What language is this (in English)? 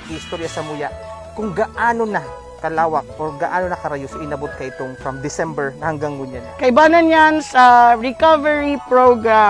Bikol